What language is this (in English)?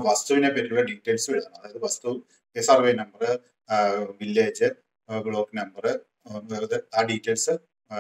Malayalam